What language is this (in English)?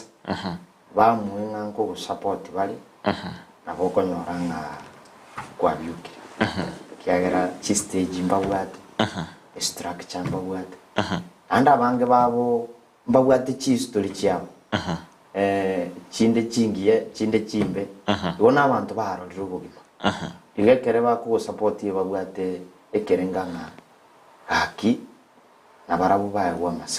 Gusii